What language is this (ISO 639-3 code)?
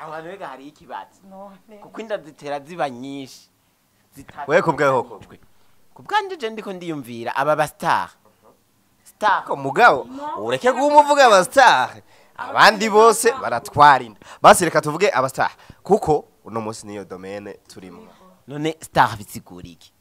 run